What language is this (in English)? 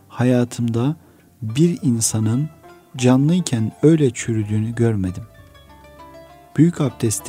Turkish